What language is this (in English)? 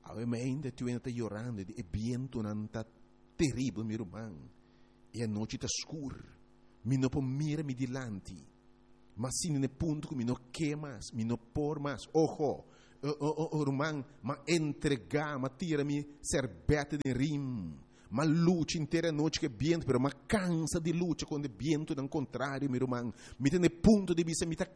Papiamento